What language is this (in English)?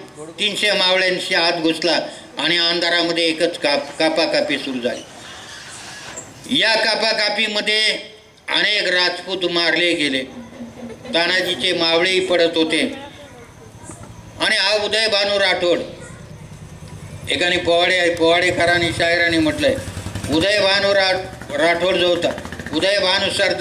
Marathi